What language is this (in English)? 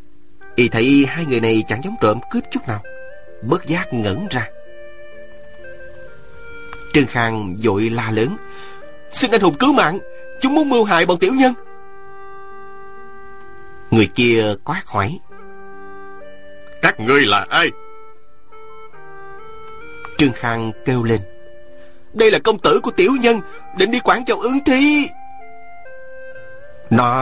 Vietnamese